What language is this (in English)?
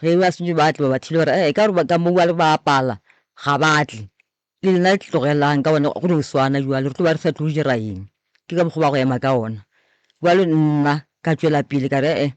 Northern Sotho